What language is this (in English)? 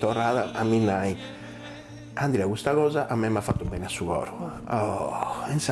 Sardinian